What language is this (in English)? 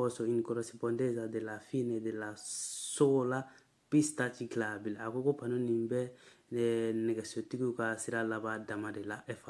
Bambara